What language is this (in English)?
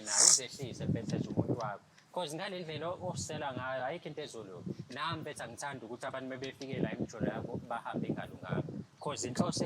Zulu